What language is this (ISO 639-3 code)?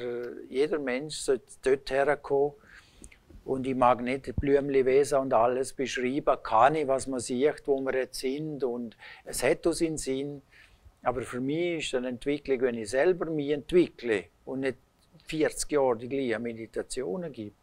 gsw